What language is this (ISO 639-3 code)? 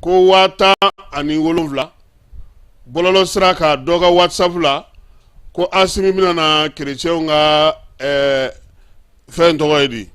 bam